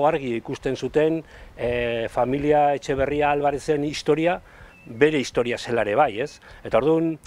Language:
Basque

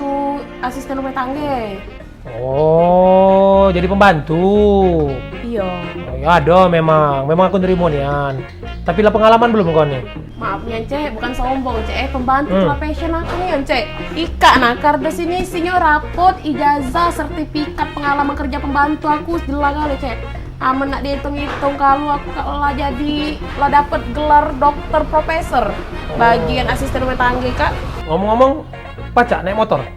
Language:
Musi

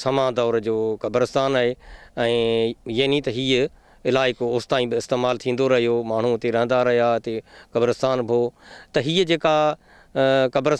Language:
Sindhi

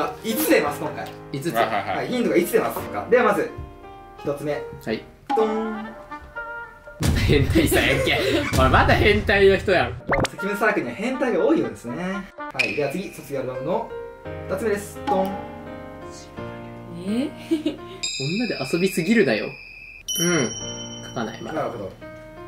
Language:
Japanese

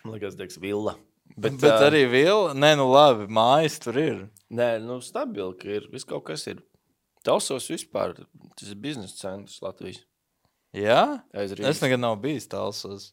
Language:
Latvian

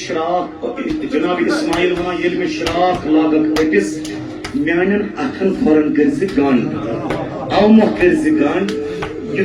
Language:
Kashmiri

